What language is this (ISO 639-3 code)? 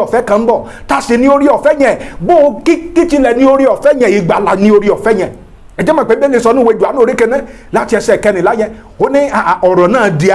yor